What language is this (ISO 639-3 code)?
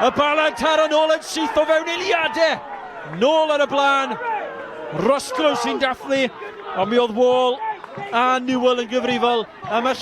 cym